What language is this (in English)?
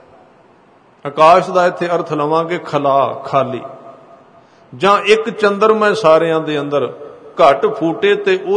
Punjabi